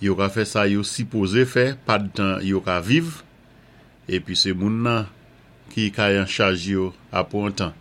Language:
Saint Lucian Creole French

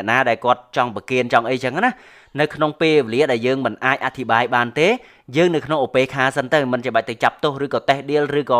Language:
Khmer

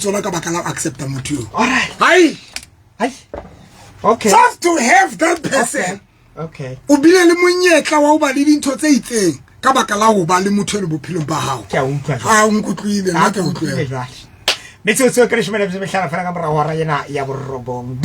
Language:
Southern Sotho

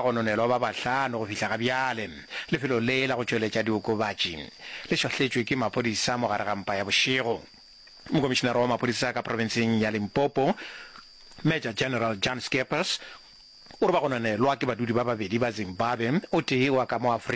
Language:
Northern Sotho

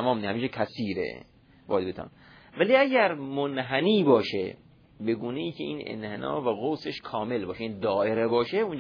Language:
Persian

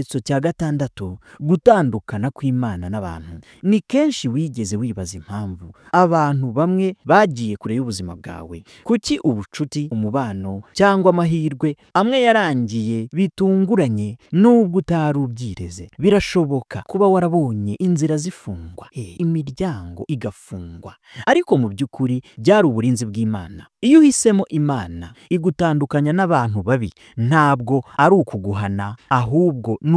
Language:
Kinyarwanda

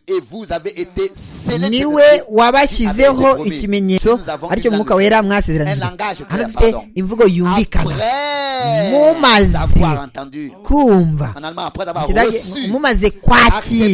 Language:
Kinyarwanda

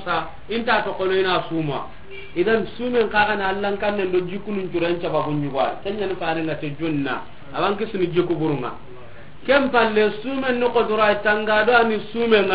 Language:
Soninke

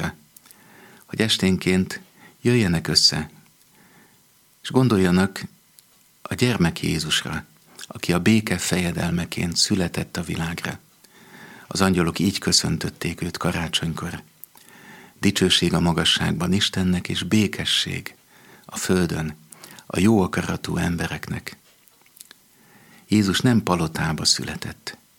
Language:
Hungarian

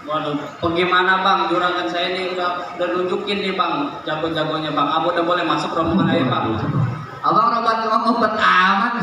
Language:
Betawi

